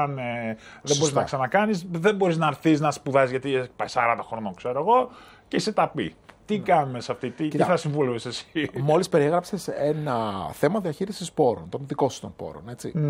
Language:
Greek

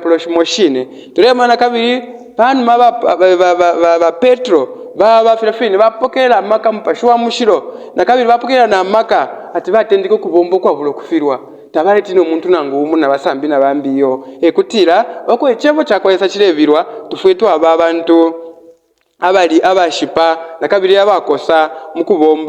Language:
Bemba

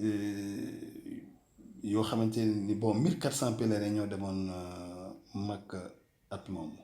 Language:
Wolof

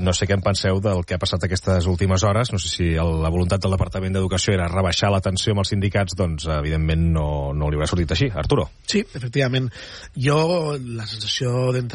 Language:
Catalan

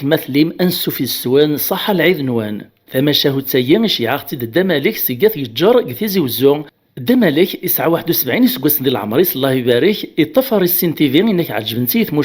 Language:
Kabyle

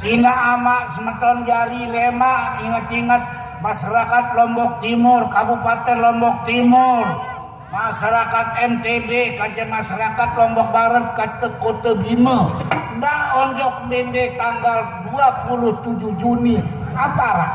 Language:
Sasak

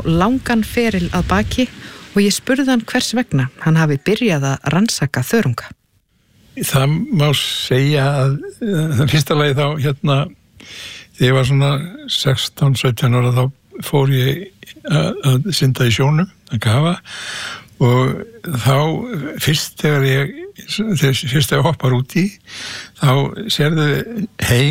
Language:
Icelandic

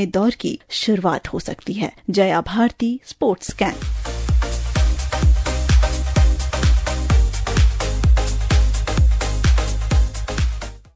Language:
Hindi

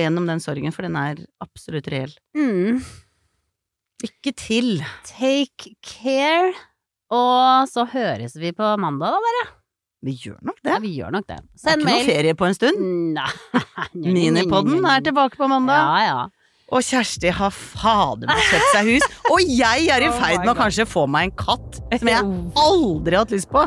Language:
Norwegian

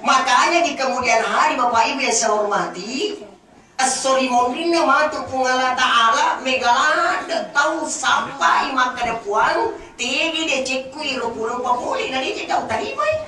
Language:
Buginese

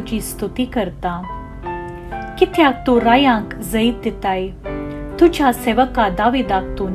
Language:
Konkani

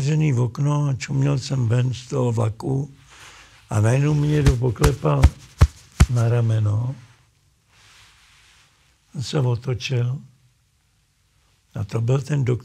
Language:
Czech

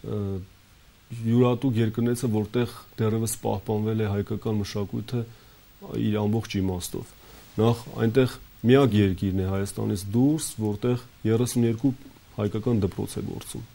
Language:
Armenian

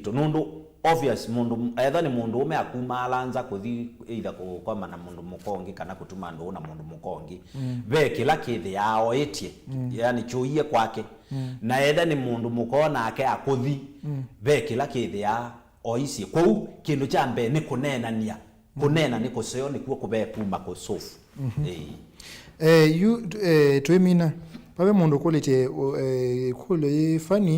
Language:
Kamba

